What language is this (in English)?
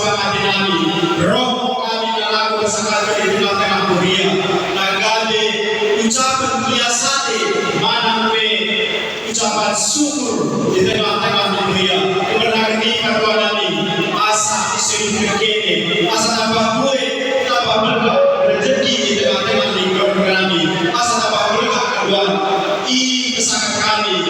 Batak Karo